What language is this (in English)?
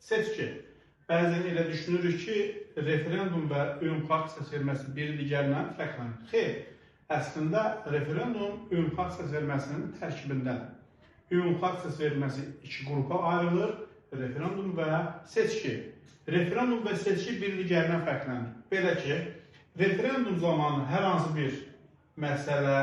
Azerbaijani